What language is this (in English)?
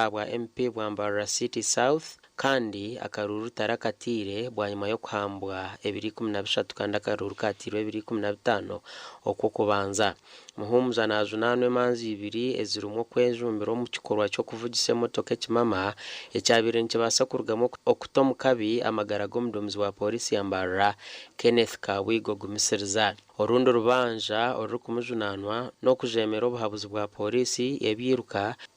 Nyankole